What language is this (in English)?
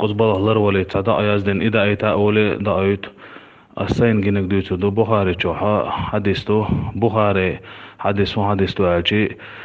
Chechen